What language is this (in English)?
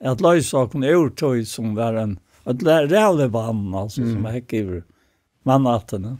Faroese